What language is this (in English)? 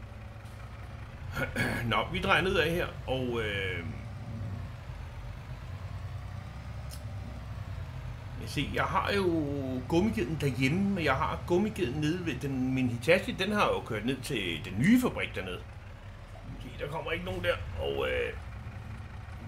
Danish